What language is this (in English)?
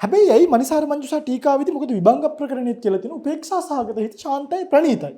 Sinhala